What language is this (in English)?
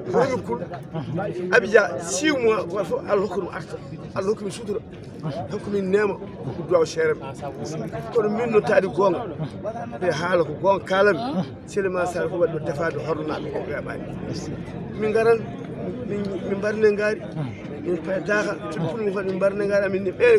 Fula